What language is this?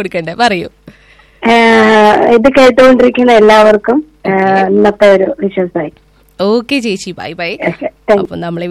Malayalam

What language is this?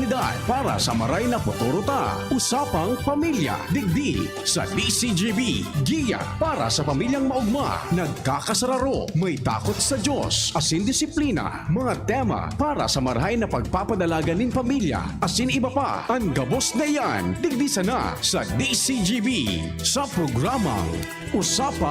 Bikol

